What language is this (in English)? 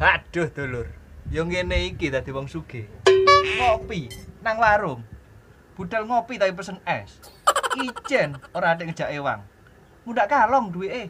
Javanese